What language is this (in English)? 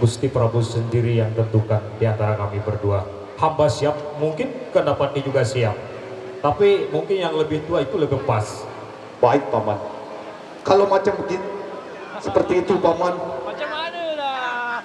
Sasak